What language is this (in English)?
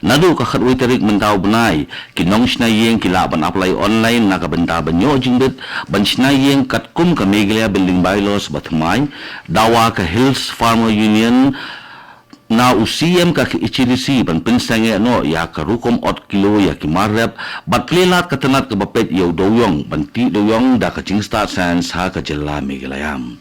Khasi